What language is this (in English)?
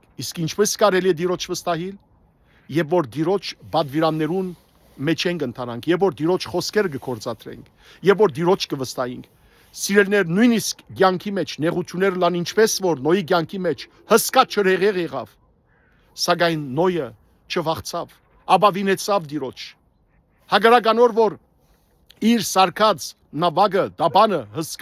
Western Armenian